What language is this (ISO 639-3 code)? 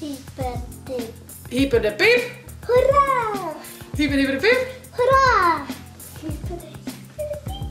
fry